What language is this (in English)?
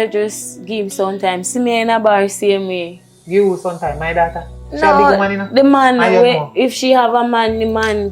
Jamaican Creole English